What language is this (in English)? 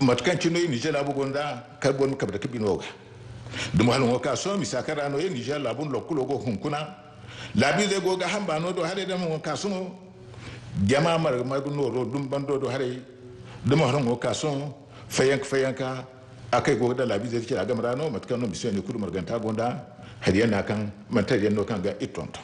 Zarma